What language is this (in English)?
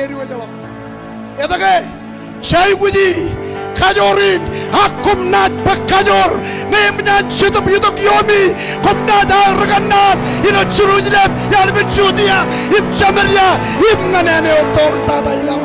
Marshallese